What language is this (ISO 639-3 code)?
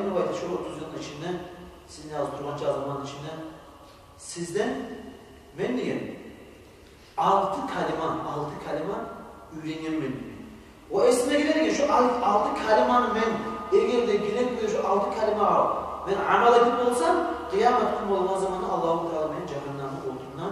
kum